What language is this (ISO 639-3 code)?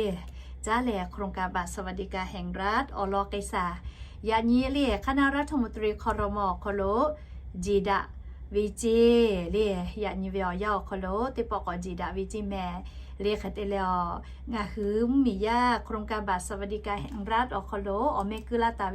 lhu